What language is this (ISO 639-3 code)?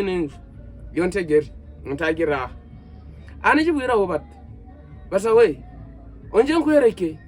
hav